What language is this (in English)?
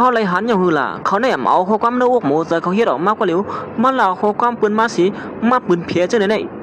Shan